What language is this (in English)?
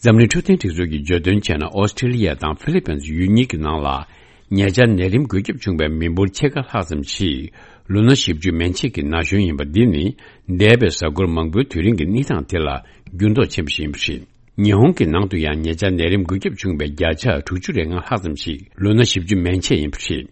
Tibetan